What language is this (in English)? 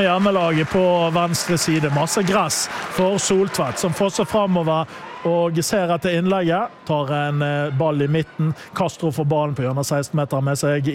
Norwegian